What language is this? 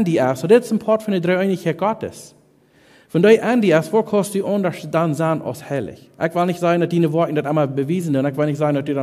Plautdietsch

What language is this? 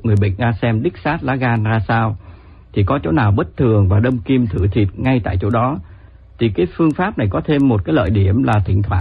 Vietnamese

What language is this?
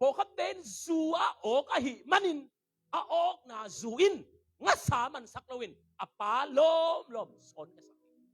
Tedim Chin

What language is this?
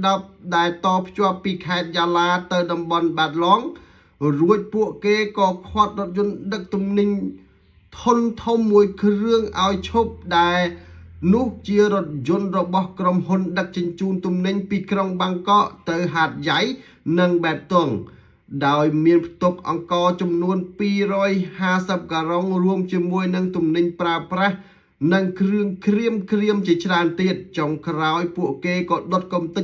Khmer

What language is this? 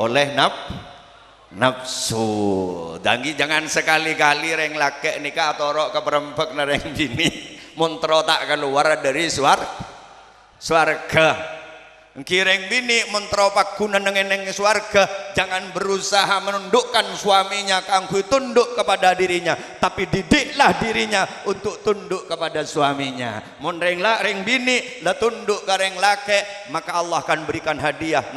Madurese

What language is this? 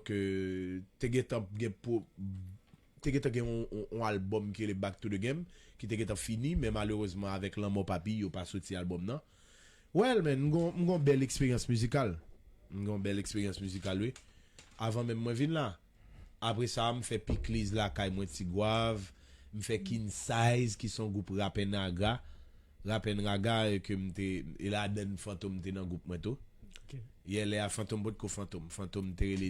Haitian Creole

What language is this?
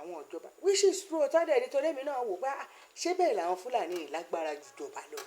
Yoruba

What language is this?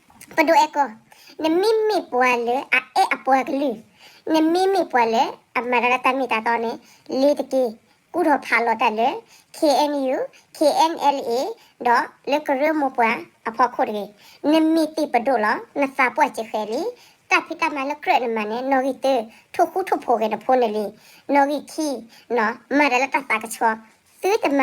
S'gaw Karen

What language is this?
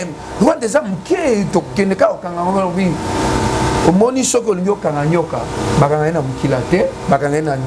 Lingala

